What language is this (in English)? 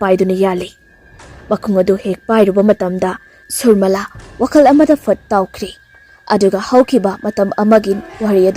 Manipuri